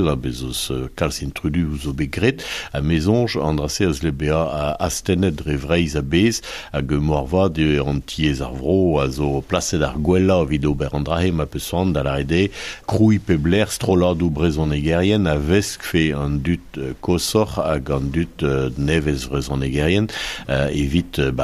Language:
Breton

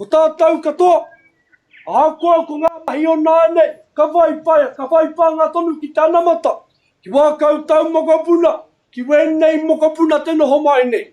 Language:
Māori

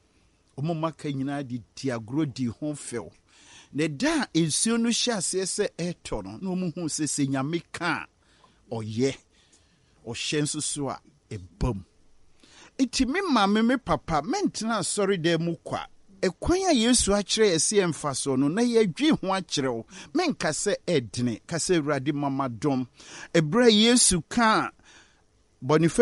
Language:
Akan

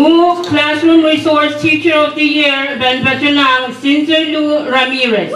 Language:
Pohnpeian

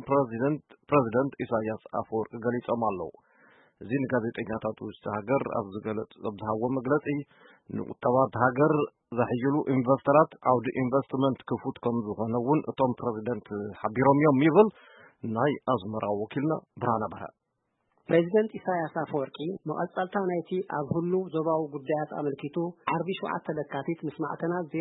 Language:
Tigrinya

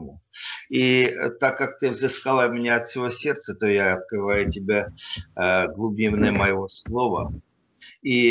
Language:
Russian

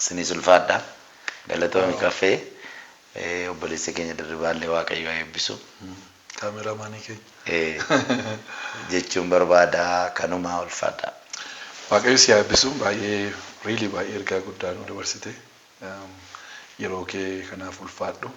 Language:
Oromo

